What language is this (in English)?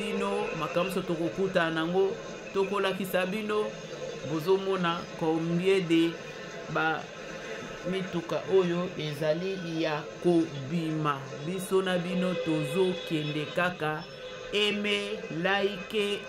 Lingala